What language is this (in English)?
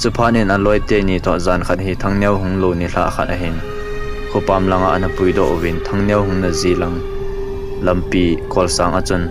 Thado Chin